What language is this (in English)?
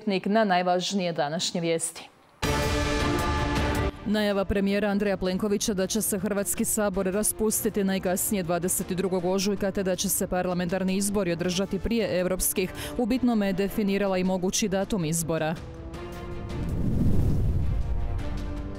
Croatian